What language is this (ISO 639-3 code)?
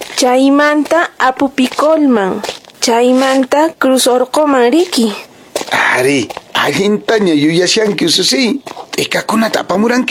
que